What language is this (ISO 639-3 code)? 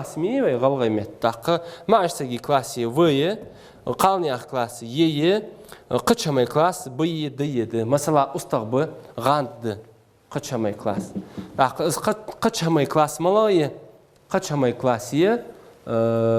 inh